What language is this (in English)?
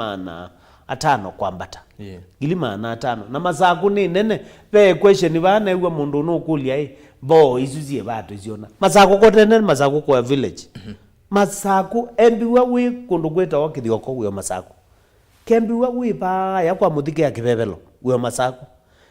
Kamba